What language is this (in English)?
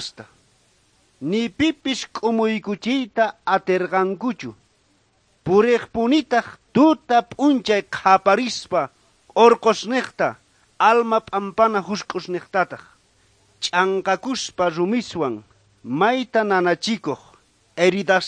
South Bolivian Quechua